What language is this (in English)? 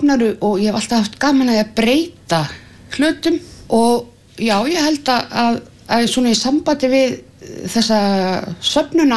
Icelandic